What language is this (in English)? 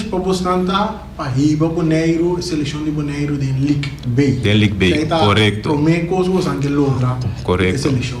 Papiamento